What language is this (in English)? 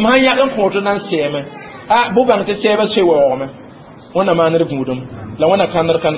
Mossi